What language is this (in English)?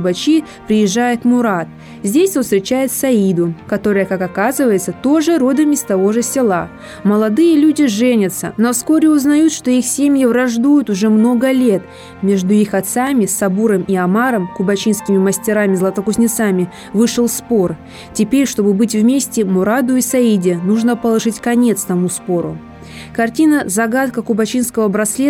Russian